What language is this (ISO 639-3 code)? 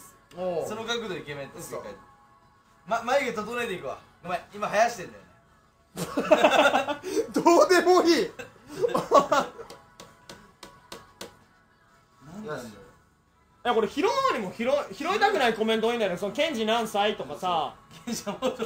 jpn